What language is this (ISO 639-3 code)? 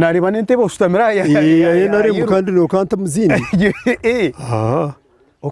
nyn